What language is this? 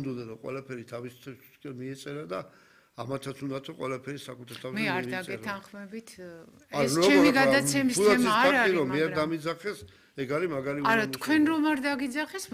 Georgian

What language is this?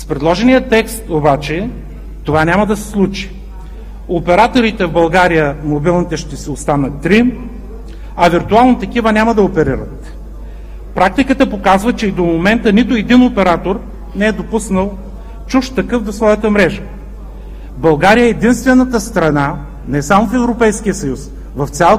Bulgarian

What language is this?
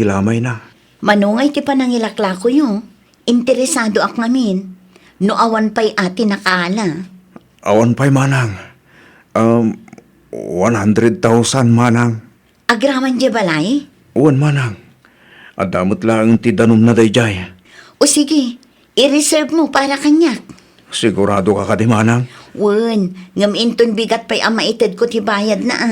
Iloko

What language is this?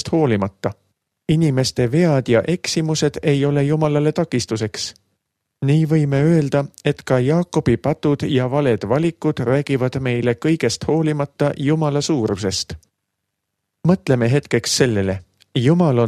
Estonian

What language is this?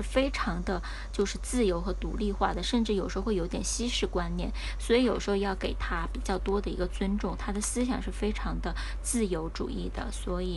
Chinese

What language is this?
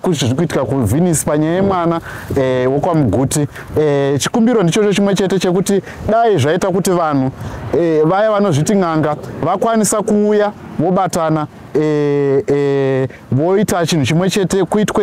Shona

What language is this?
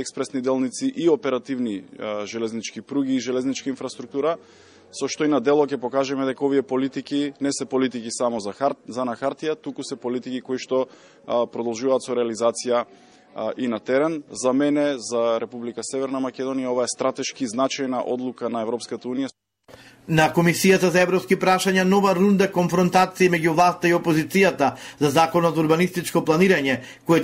Macedonian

